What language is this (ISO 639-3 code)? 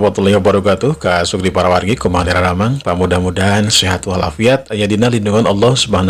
sun